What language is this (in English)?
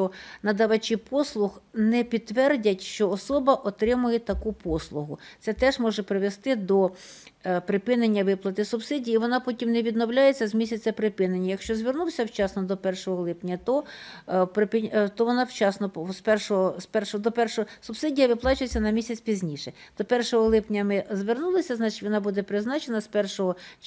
Ukrainian